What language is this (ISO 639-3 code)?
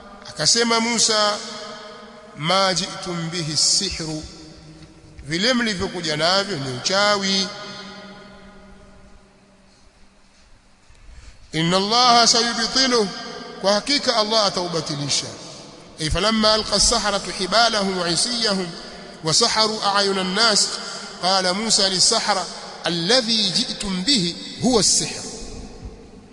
swa